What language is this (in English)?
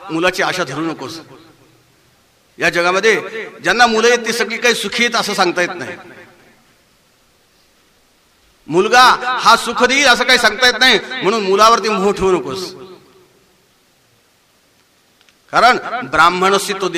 Marathi